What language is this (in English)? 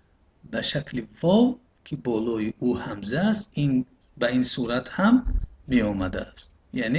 Tajik